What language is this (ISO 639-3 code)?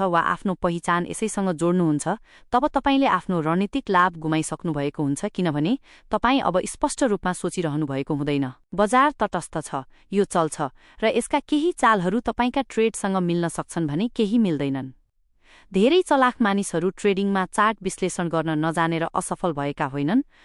nep